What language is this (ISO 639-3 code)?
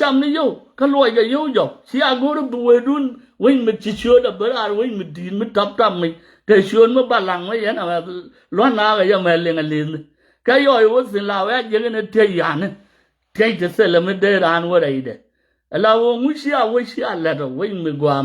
nus